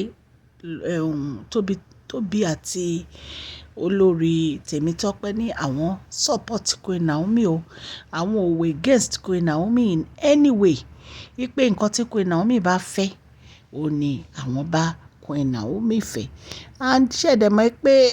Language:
Yoruba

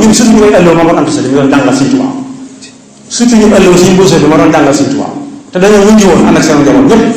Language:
Wolof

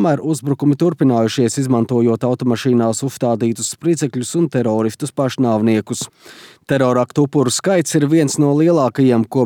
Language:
Latvian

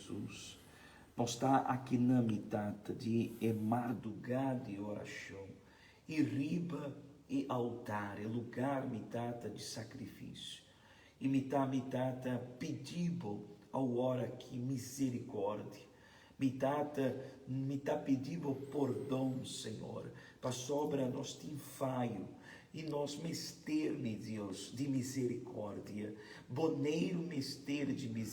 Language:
Papiamento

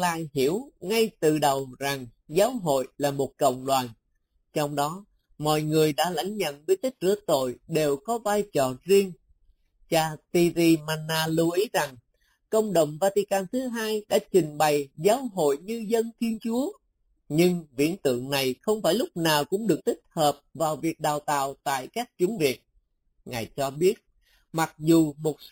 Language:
Vietnamese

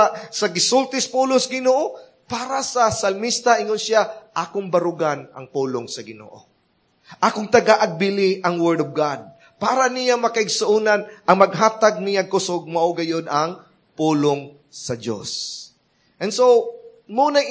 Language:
Cebuano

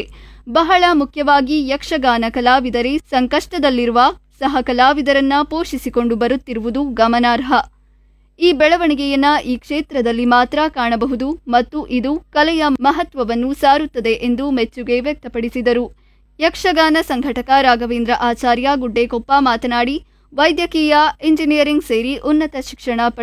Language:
Kannada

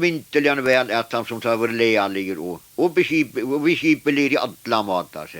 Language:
Faroese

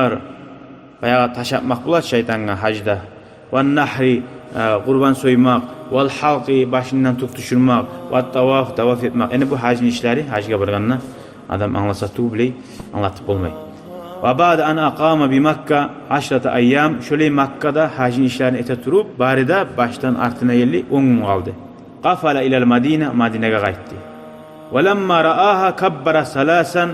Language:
Kumyk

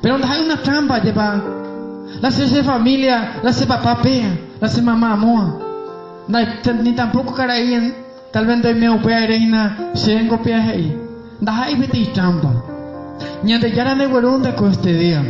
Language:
Guarani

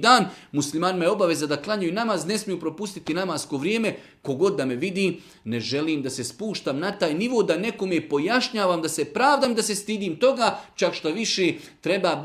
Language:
Bosnian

